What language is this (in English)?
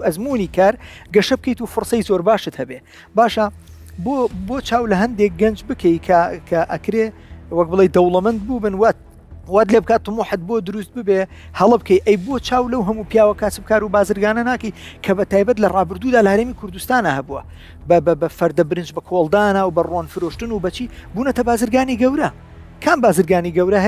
Central Kurdish